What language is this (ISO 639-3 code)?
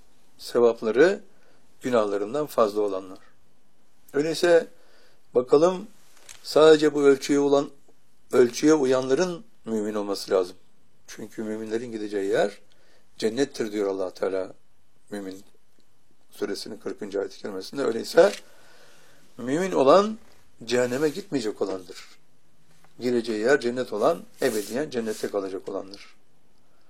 tur